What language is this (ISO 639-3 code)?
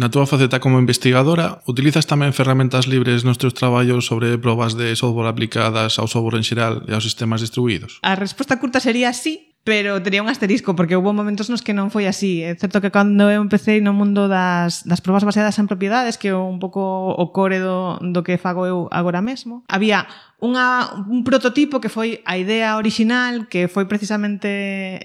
glg